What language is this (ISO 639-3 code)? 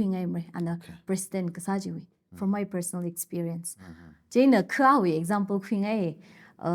nmf